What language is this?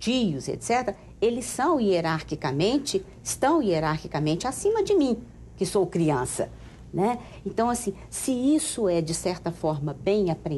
Portuguese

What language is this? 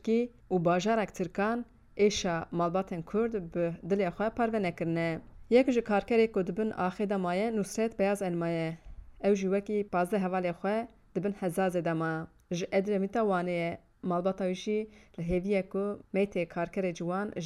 Kurdish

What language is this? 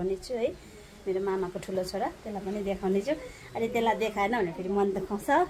Nepali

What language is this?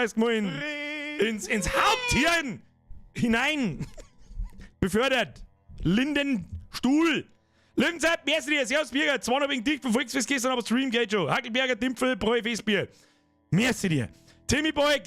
Bavarian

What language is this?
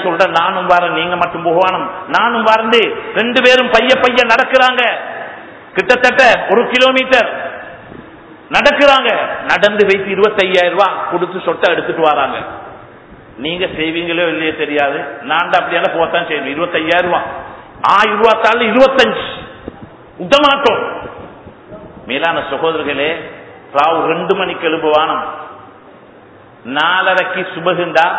Tamil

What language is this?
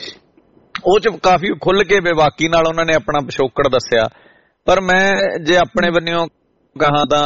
Punjabi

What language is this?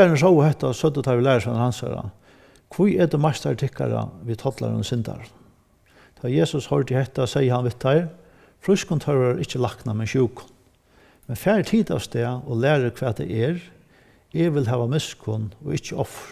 Faroese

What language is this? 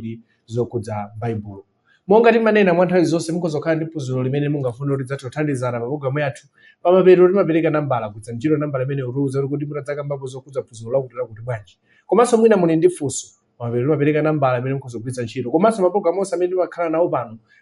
Nyanja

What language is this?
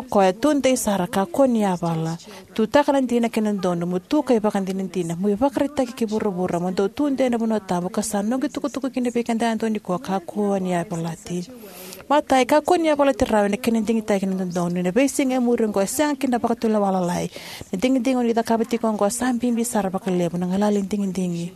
Fijian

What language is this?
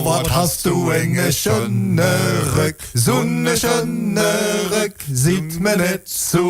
Limburgish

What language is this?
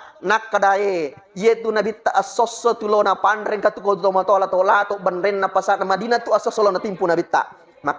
Buginese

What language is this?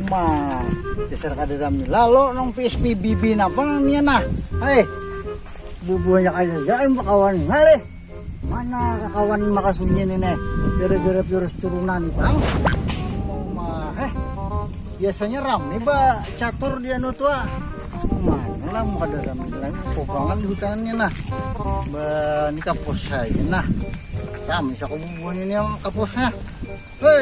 Banjar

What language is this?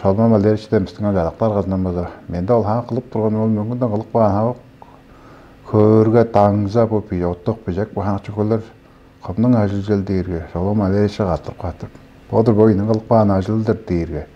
Tuvinian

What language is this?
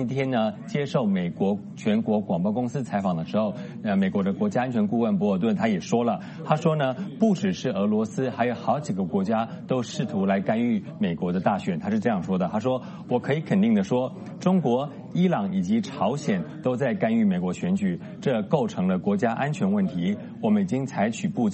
Chinese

